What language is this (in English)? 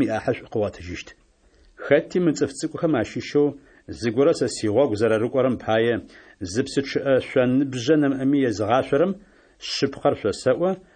Adyghe